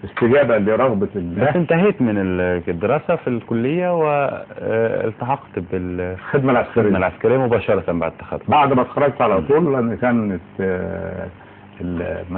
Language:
Egyptian Arabic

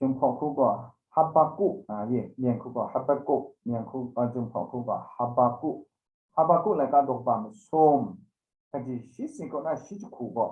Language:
Kachin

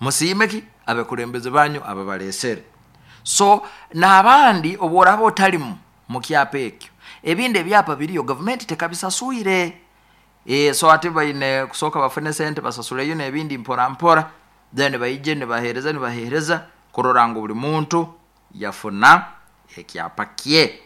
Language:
Nyoro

